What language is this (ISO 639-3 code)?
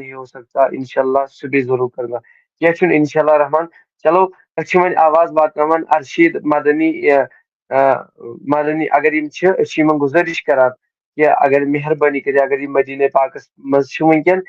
kas